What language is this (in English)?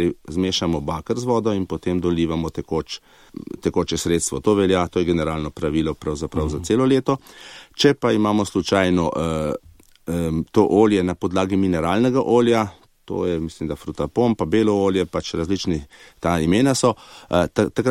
Slovenian